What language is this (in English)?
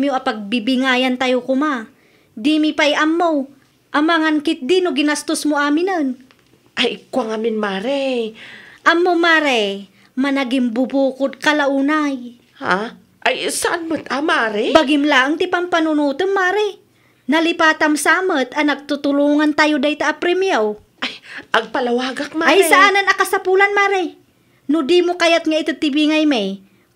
Iloko